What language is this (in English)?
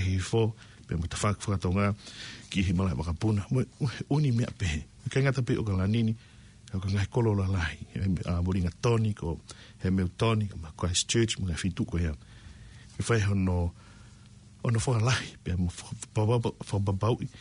Tongan